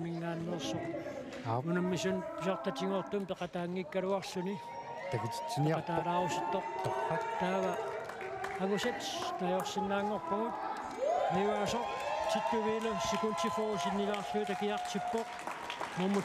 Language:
Kalaallisut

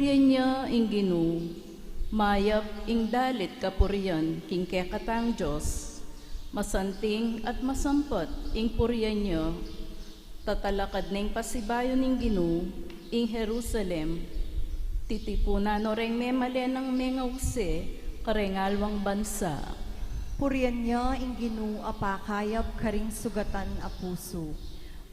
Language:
Pampanga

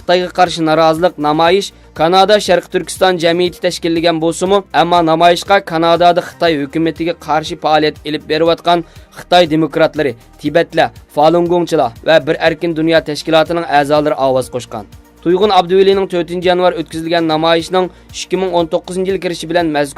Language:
Uyghur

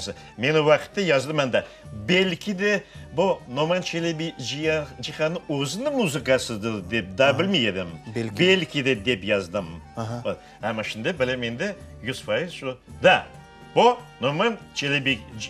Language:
Crimean Tatar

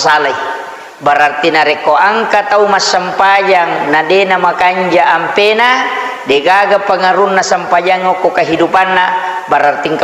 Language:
Buginese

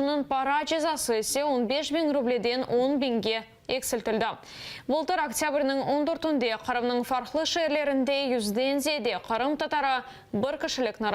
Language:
Crimean Tatar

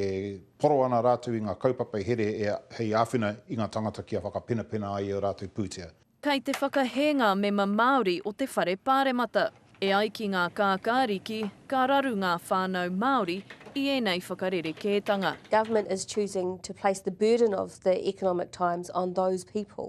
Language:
Māori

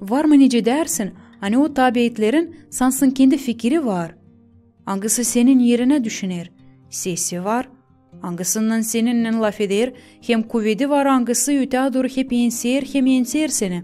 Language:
Gagauz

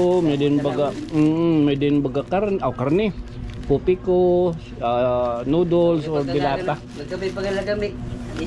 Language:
Waray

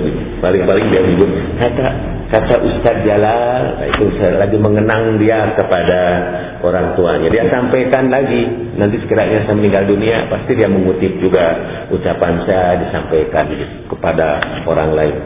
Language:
Indonesian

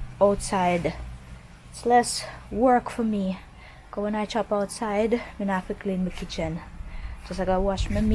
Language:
Jamaican Creole English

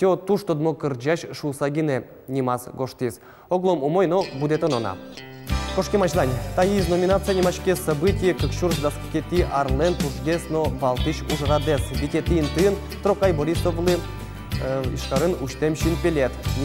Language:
Udmurt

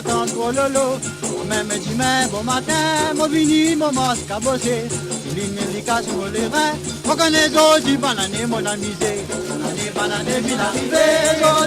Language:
Morisyen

